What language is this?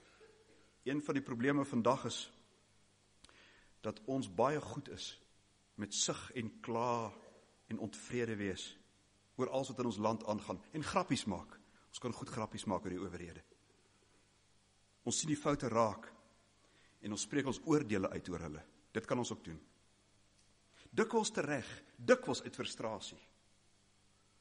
Afrikaans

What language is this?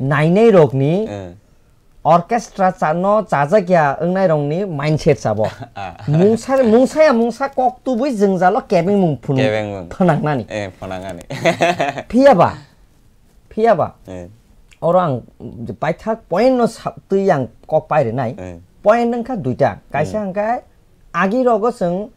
Kok Borok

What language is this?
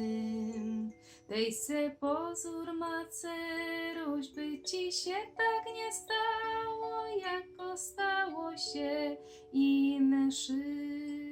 Silesian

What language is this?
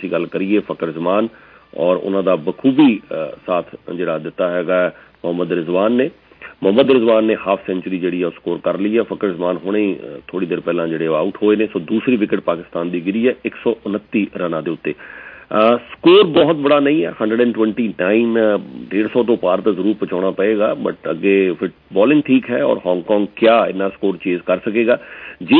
Punjabi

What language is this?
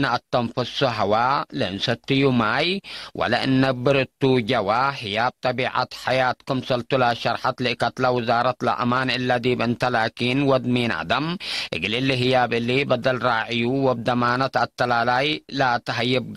Tigre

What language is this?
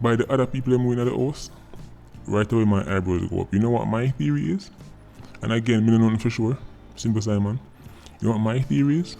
Jamaican Creole English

